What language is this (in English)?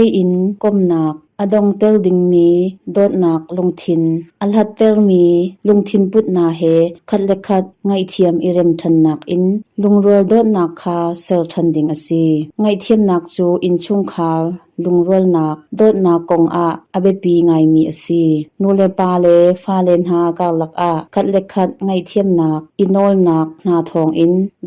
Hakha Chin